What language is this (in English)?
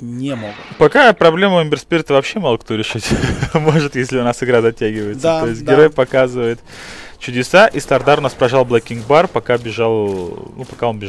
Russian